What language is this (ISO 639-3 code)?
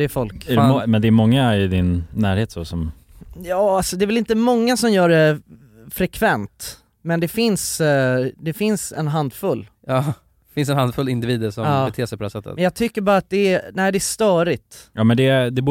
swe